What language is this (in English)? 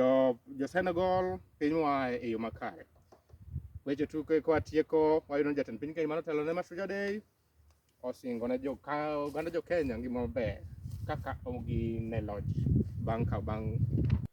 Luo (Kenya and Tanzania)